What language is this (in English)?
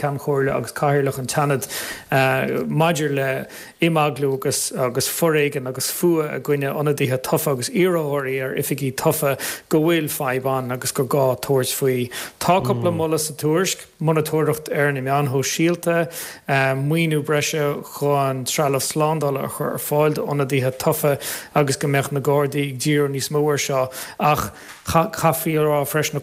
Irish